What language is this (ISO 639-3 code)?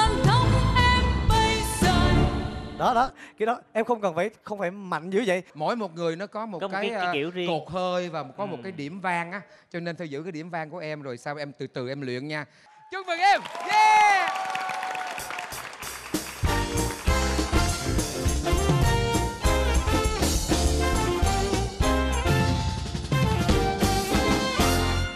vie